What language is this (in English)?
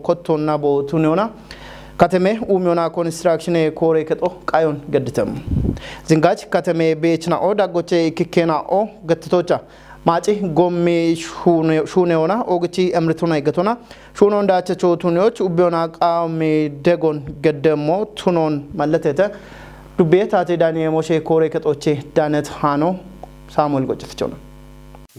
Kafa